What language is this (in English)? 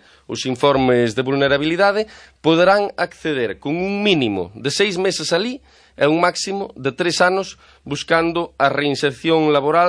Galician